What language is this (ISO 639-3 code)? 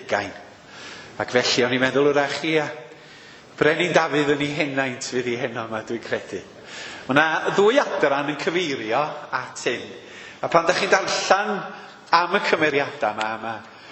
cym